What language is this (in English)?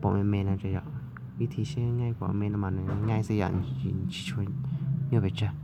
Hmong